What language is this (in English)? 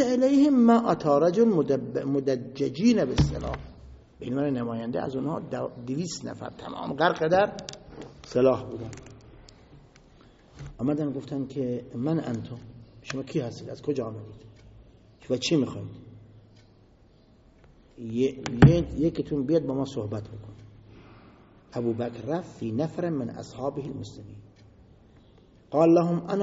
Persian